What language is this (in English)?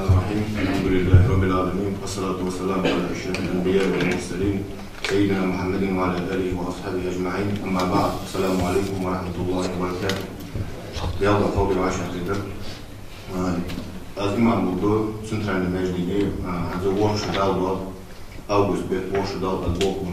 Ingush